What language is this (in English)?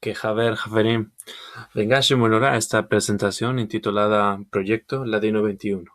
Ladino